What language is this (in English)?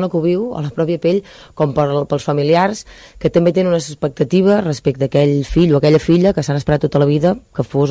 Catalan